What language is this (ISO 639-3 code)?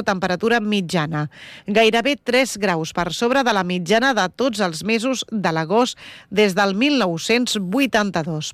cat